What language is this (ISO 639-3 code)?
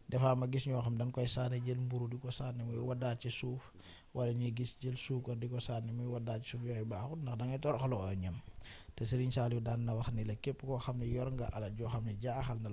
wol